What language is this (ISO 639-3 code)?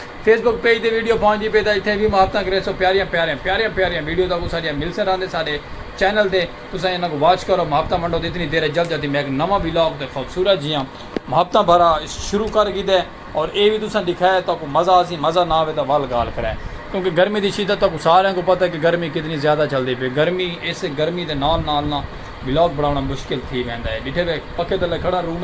skr